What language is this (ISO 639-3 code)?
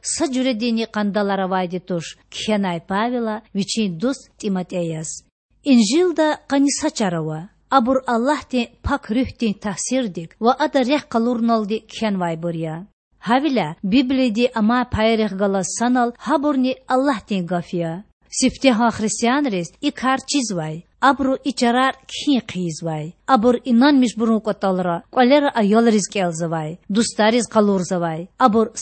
lez